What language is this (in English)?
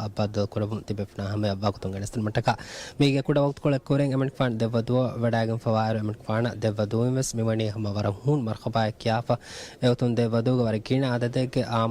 Divehi